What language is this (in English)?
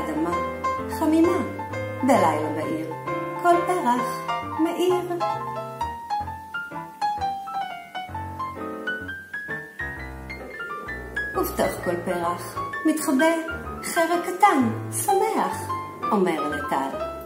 Hebrew